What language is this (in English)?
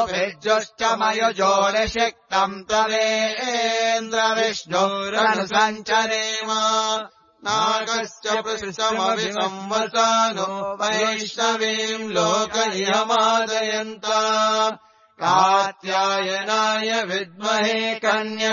Sanskrit